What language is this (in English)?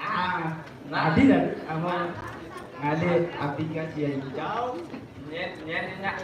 Balinese